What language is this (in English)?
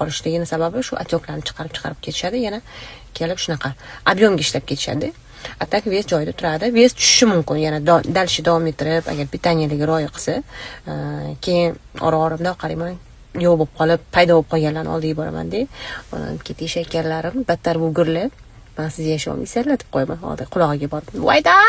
Uzbek